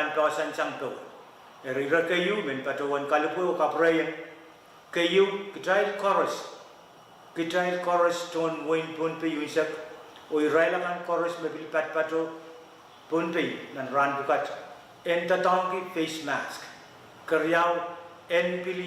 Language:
Pohnpeian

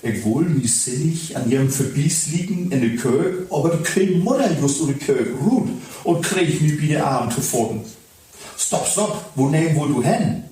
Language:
Low German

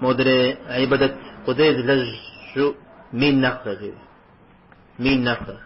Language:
Kabardian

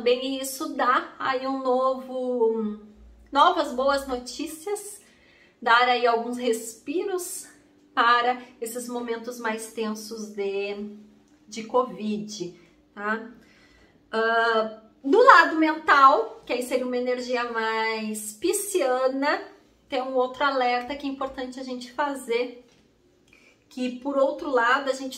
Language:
Portuguese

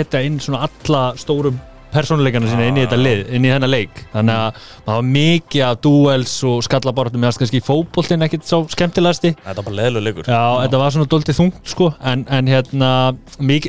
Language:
Icelandic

